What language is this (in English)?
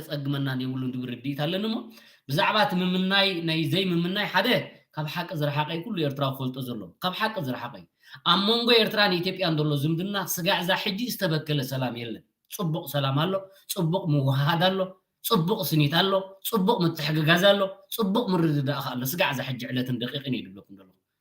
Tigrinya